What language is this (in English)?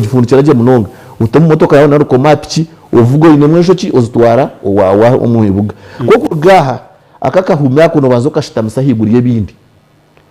Nyankole